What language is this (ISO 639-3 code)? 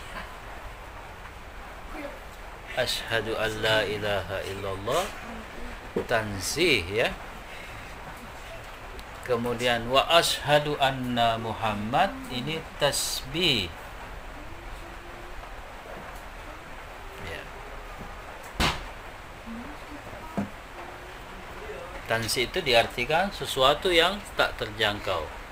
ind